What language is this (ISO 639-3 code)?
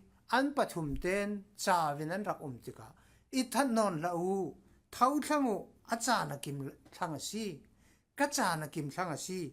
cfm